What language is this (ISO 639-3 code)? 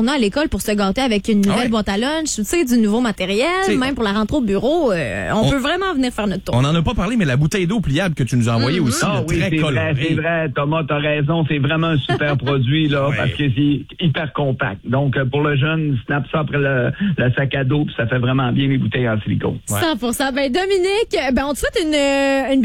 fra